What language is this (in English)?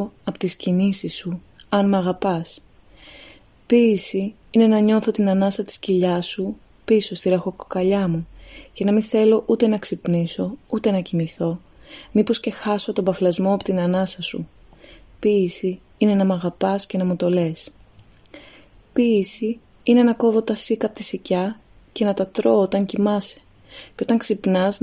Greek